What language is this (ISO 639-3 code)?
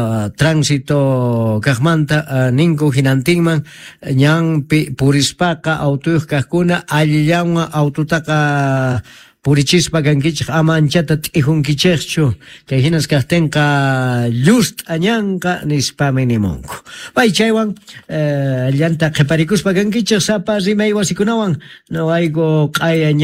que